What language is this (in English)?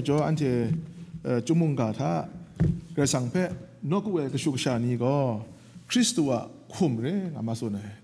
Kachin